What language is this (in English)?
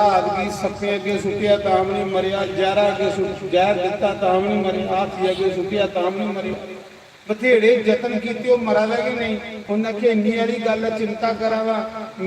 Dogri